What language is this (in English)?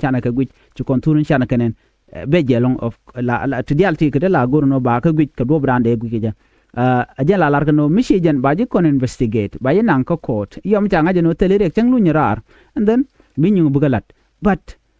Nuer